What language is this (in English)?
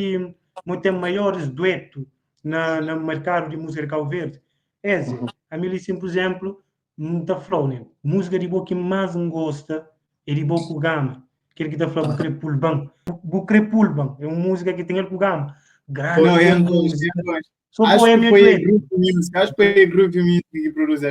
Kabuverdianu